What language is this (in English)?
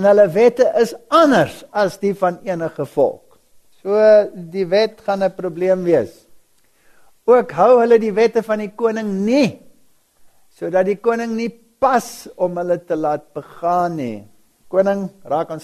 Afrikaans